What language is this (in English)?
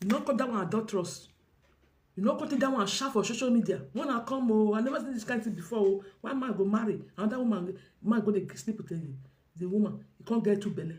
Nigerian Pidgin